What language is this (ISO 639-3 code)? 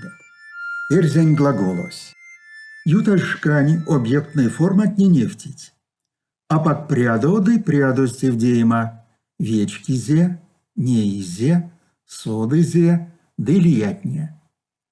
myv